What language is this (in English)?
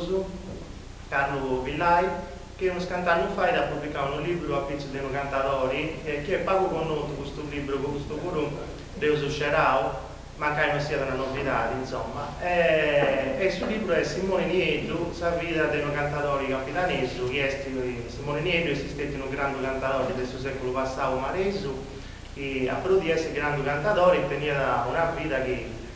Sardinian